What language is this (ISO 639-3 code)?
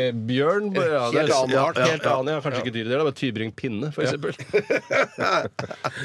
nor